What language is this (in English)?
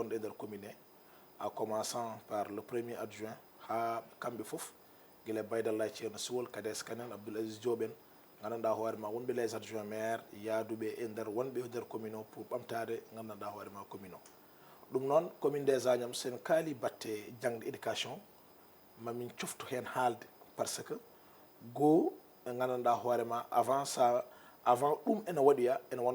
Fula